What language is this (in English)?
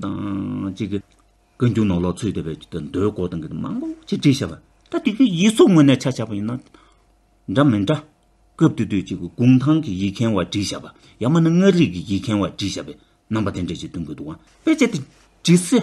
Tibetan